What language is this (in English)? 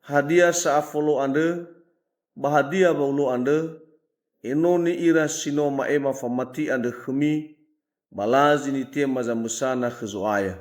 Nias